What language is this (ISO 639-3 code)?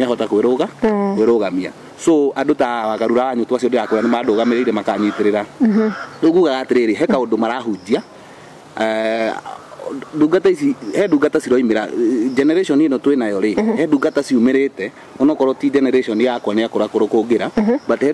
kik